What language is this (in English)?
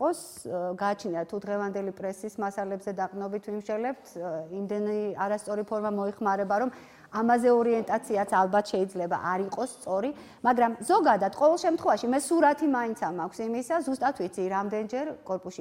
Georgian